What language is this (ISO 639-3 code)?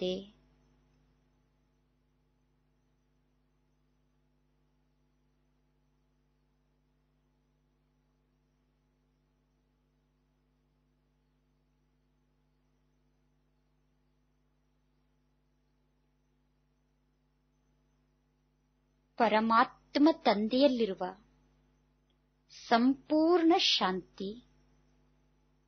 kan